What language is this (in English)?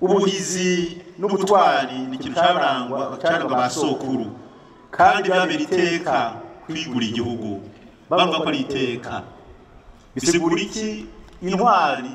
Rundi